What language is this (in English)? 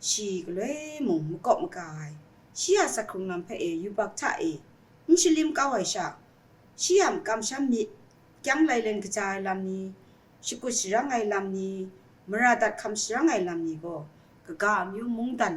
Kachin